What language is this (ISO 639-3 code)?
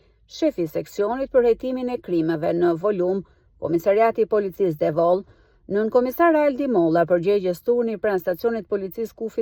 sqi